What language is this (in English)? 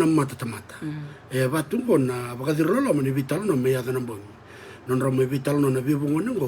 Fijian